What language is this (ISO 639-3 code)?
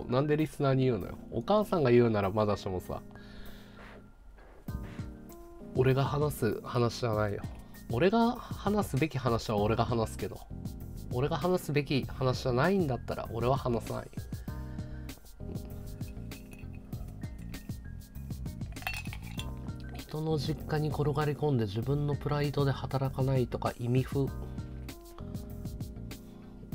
jpn